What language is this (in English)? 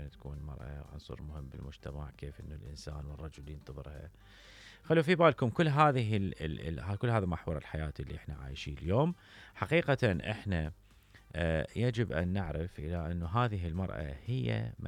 Mesopotamian Arabic